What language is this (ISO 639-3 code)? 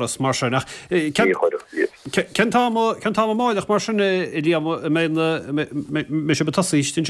gle